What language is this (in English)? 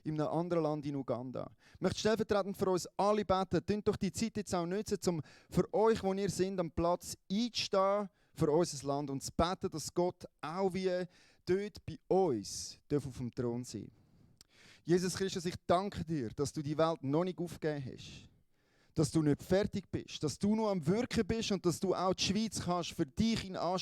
Swiss German